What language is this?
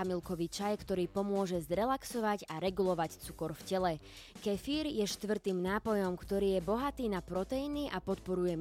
Slovak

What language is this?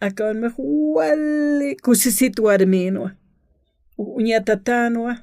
Aymara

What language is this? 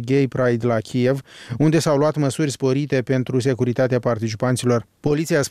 Romanian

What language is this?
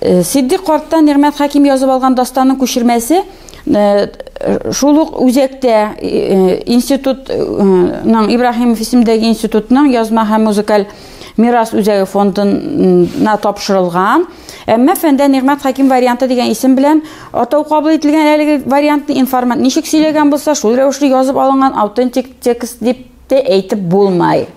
Tatar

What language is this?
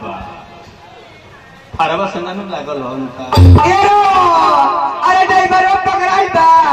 Bhojpuri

